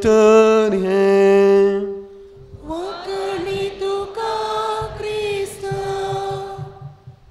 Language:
Konkani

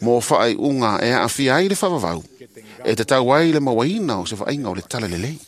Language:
Samoan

